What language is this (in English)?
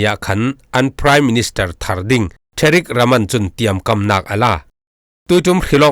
Falam Chin